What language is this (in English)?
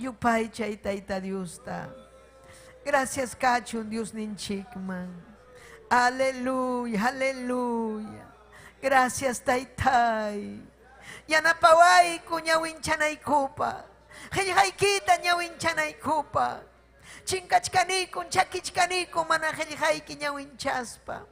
Ayacucho Quechua